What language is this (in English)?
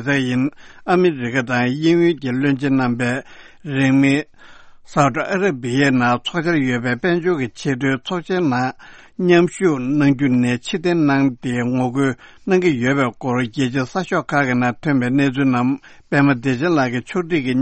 Tibetan